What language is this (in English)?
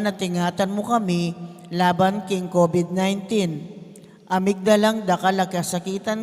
Pampanga